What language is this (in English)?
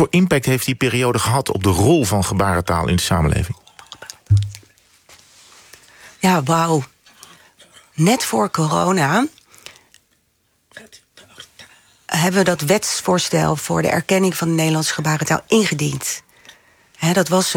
Dutch